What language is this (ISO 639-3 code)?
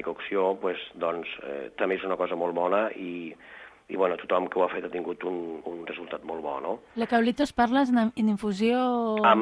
cat